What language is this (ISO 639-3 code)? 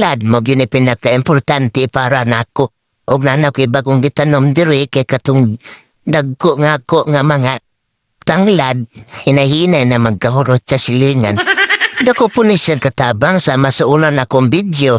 ceb